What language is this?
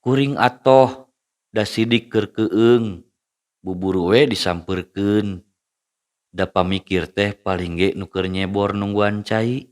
Sundanese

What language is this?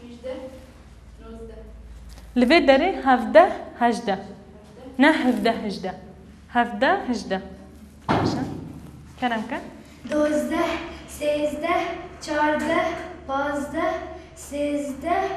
Kurdish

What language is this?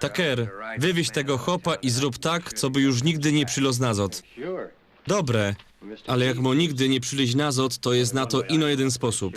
Silesian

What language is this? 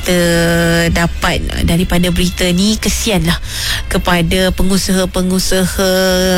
Malay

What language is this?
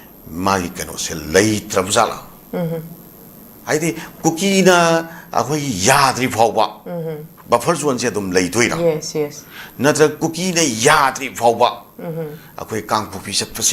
Manipuri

